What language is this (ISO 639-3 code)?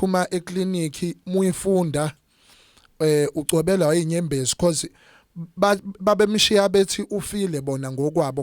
zul